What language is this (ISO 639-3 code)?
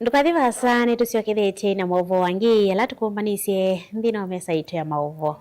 kam